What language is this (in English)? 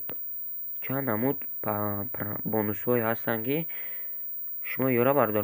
Tajik